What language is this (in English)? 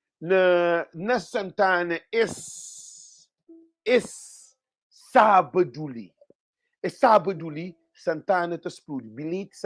Kabuverdianu